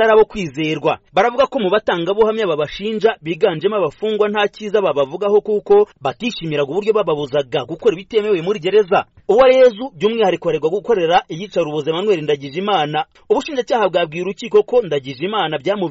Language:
Kinyarwanda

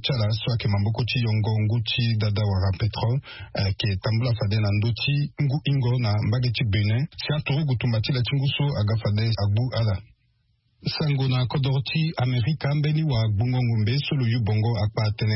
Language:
Sango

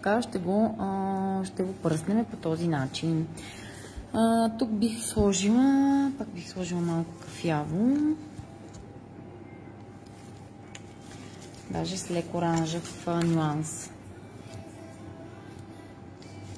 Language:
Bulgarian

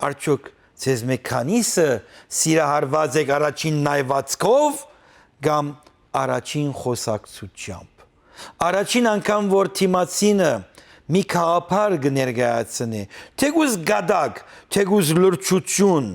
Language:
Western Armenian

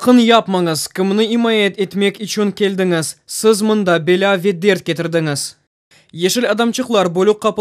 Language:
Crimean Tatar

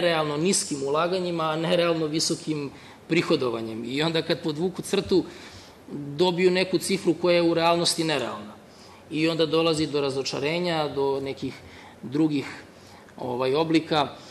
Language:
Serbian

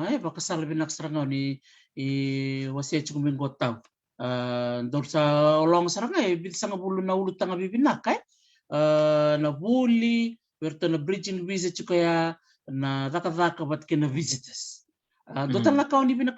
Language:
Fijian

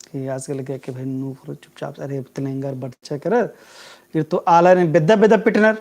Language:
Kurukh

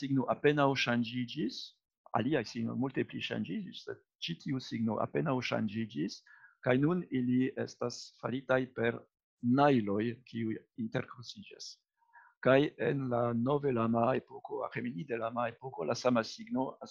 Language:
Esperanto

